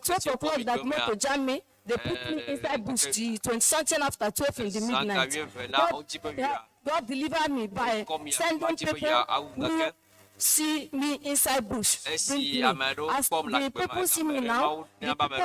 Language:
Ewe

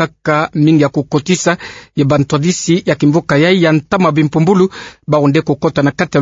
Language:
Kituba (Democratic Republic of Congo)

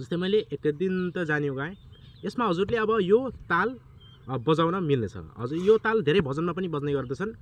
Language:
Nepali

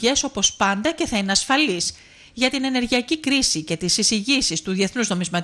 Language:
Greek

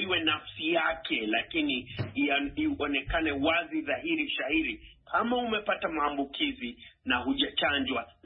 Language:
Swahili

